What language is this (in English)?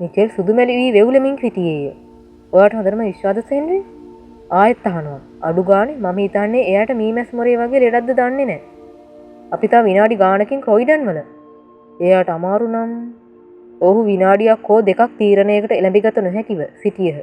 Sinhala